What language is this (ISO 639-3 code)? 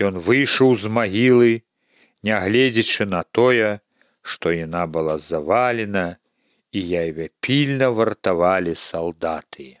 bel